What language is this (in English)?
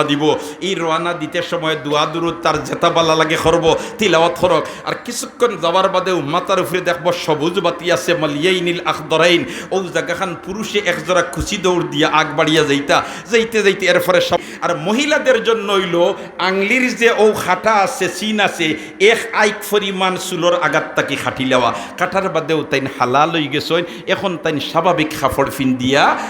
Sylheti